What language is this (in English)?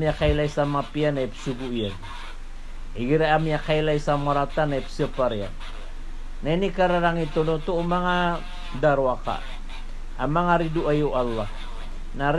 Maranao